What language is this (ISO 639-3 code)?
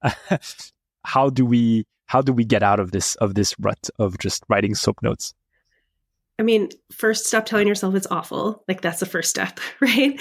eng